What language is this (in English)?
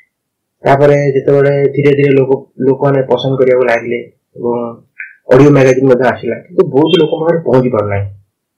Odia